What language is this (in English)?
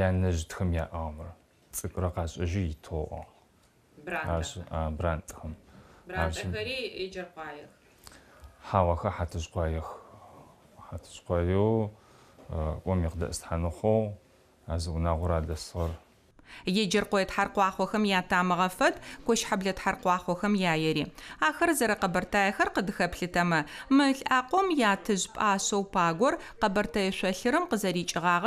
Adyghe